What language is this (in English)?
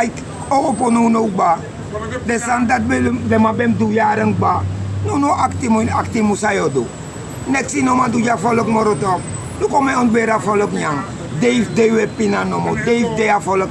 Sranan Tongo